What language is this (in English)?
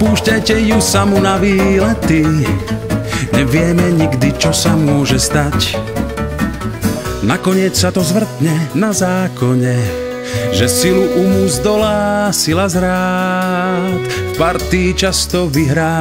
Slovak